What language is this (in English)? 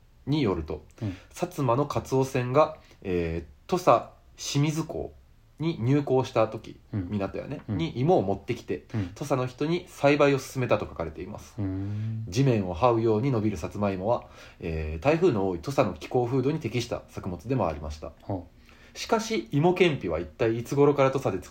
Japanese